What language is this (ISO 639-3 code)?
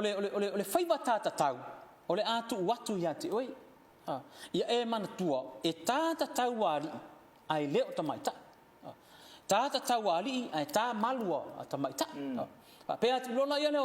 smo